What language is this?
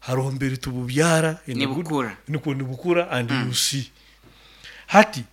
Nyoro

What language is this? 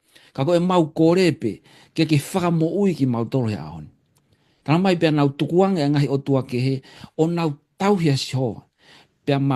Tongan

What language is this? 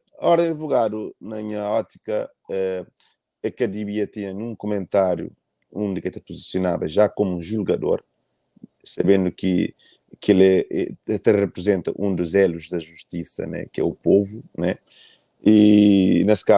Kabuverdianu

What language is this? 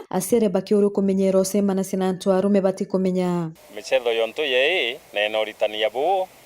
Meru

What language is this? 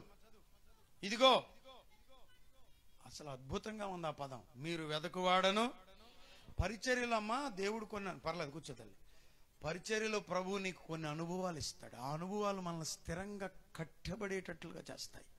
Telugu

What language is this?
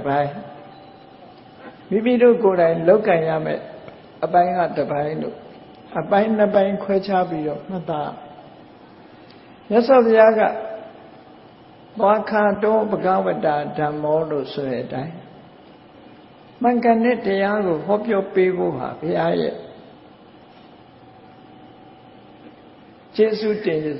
Burmese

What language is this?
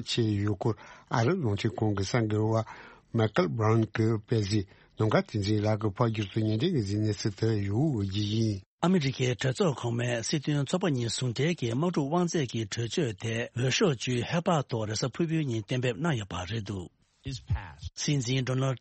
Tibetan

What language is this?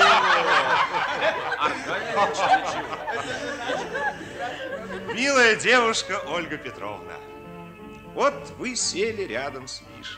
Russian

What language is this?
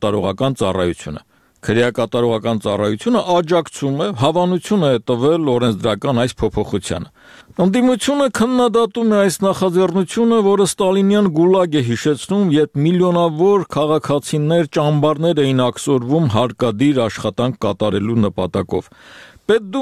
Armenian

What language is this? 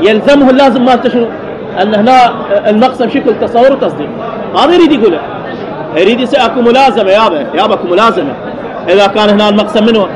Mesopotamian Arabic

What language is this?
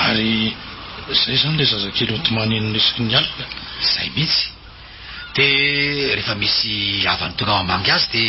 Malagasy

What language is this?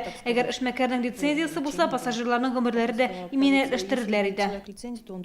Tatar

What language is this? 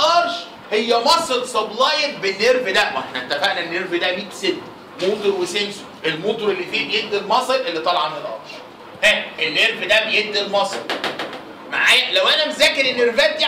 Egyptian Arabic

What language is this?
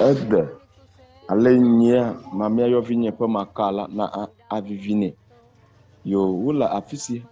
Ewe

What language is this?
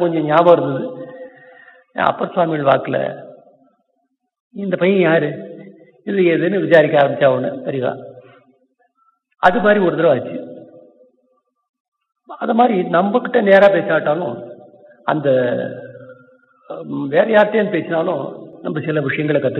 Tamil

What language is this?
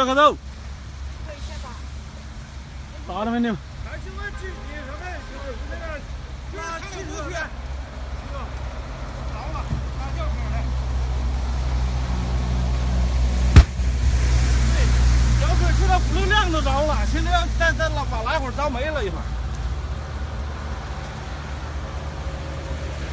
Chinese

